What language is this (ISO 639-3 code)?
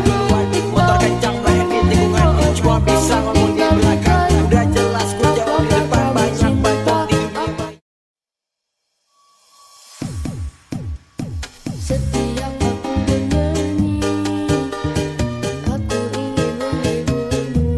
ind